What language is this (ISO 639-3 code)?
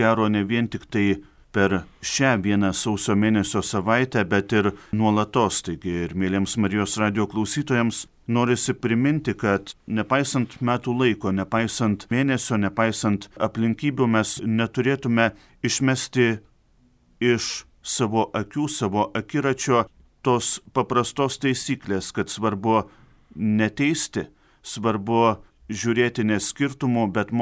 lit